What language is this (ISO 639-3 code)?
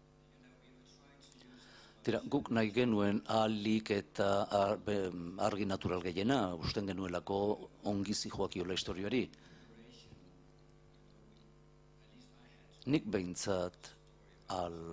eus